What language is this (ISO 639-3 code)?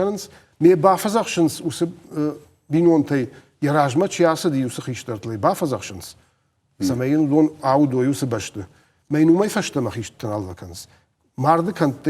oss